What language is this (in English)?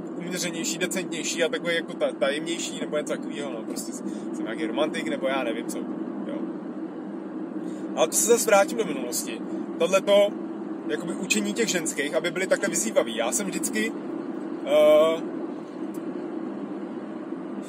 Czech